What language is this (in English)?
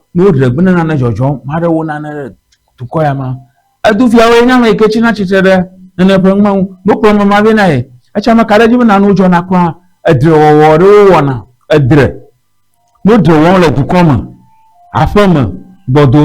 Ewe